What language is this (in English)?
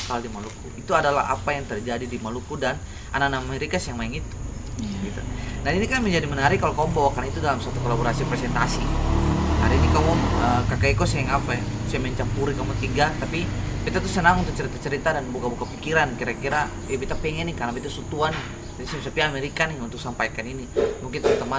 Ambonese Malay